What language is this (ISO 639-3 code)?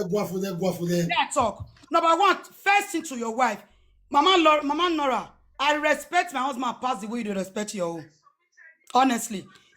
pcm